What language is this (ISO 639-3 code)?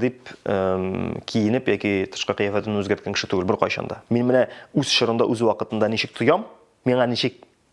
tat